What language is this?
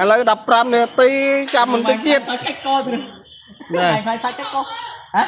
Khmer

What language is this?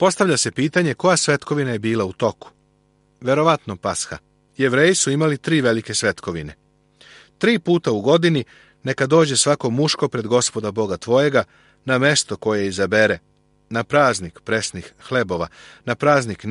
Serbian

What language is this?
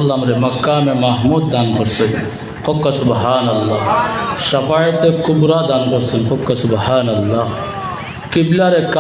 Sylheti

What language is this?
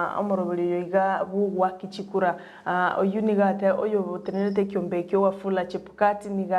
Gusii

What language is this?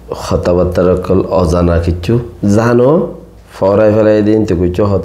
Rohingya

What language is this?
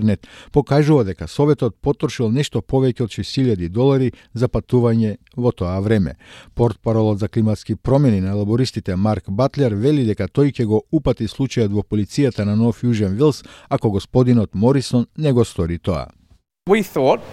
Macedonian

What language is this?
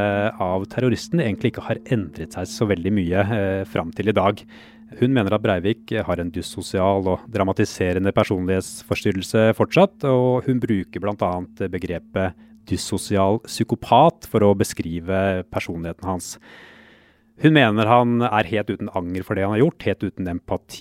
Norwegian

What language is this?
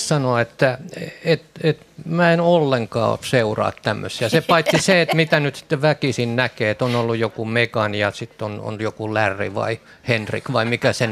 Finnish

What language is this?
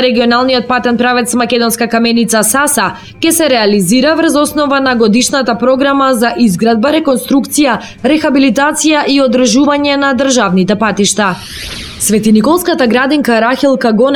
Macedonian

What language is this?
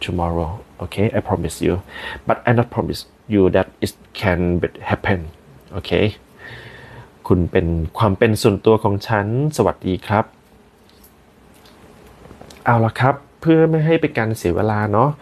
Thai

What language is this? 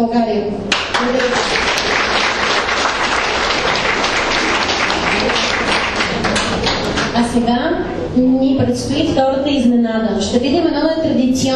Bulgarian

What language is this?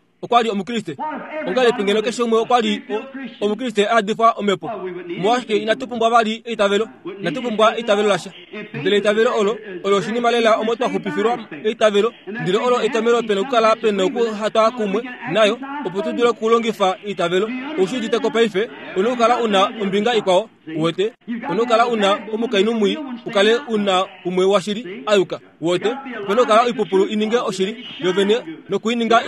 Kuanyama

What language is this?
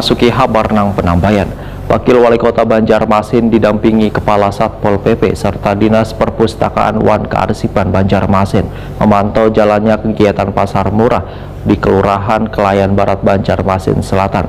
Banjar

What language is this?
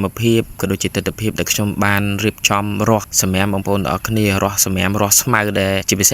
Khmer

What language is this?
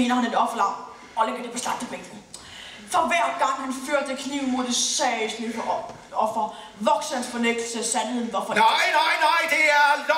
Danish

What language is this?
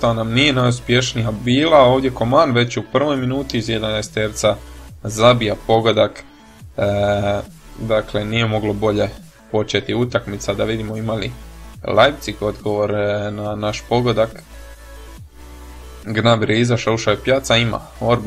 Croatian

